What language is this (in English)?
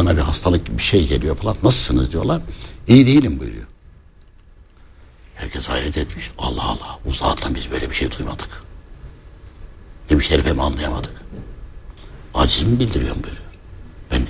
Turkish